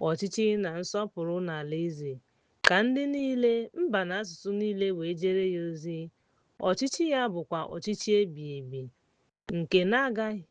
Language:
Igbo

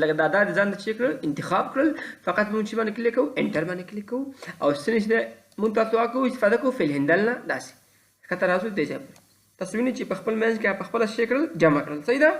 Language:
Pashto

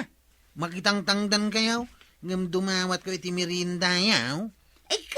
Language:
Iloko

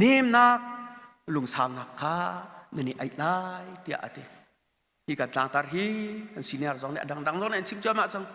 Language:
Hakha Chin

